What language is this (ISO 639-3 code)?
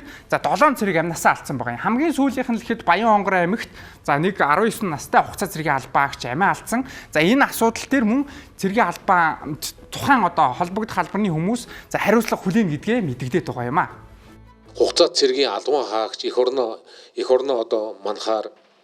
mon